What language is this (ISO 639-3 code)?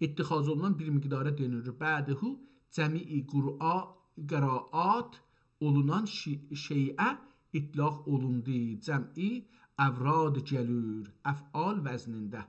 azb